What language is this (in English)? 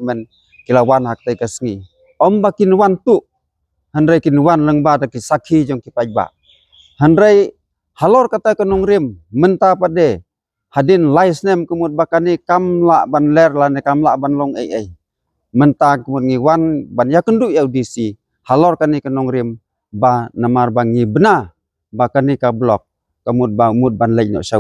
Khasi